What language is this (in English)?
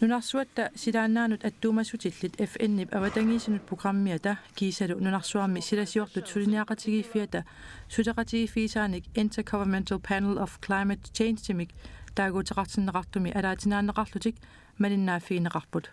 Kalaallisut